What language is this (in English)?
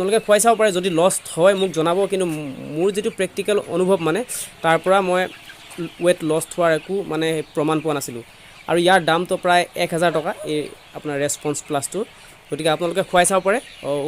Assamese